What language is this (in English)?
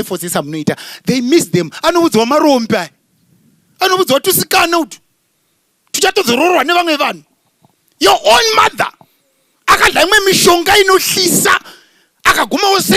Shona